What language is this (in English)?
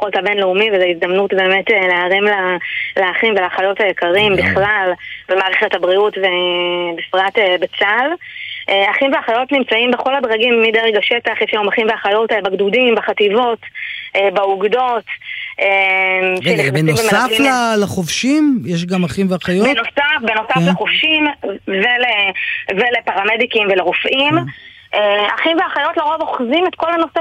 Hebrew